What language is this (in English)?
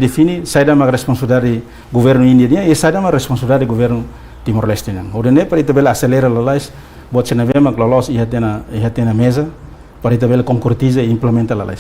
Tetum